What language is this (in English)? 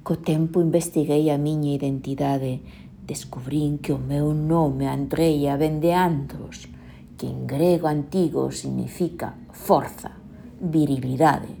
Galician